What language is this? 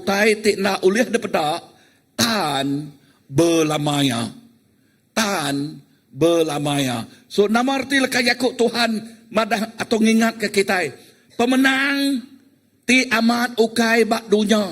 Iban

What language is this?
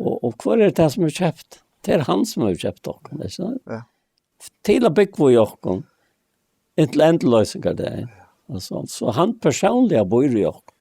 Faroese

